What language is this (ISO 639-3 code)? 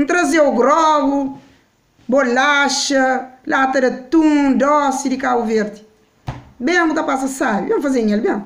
kea